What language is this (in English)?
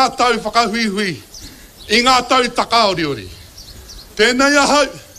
Māori